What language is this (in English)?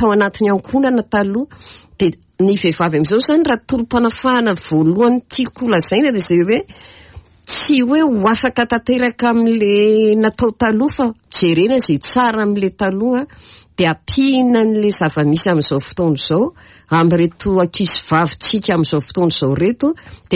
Malagasy